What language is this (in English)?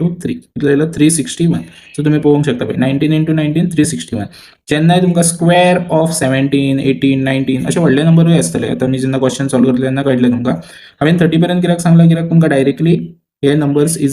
Konkani